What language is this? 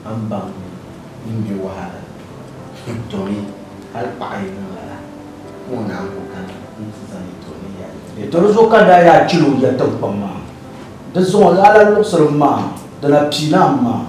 Dagbani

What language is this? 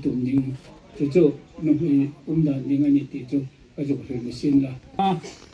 Hmar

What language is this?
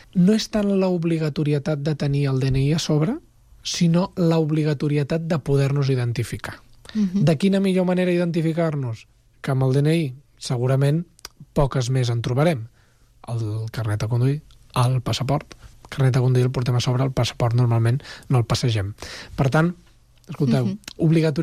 Catalan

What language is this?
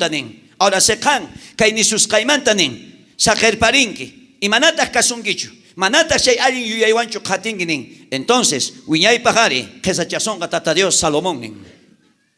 South Bolivian Quechua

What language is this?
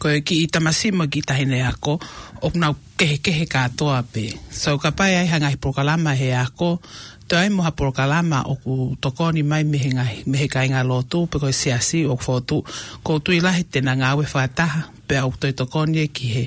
Tongan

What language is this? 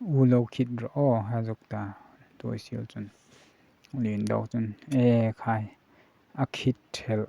Hmar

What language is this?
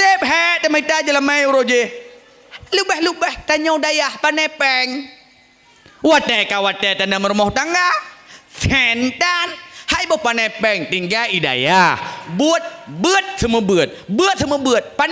Achinese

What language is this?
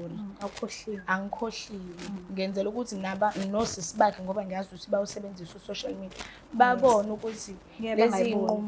Zulu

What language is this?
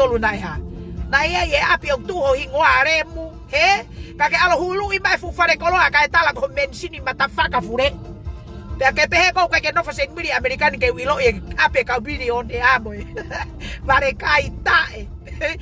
Tongan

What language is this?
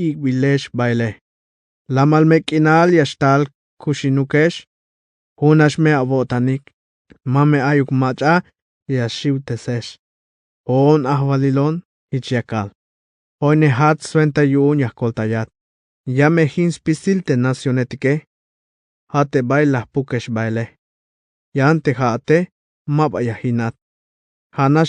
Tzeltal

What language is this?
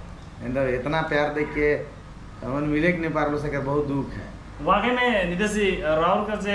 Sadri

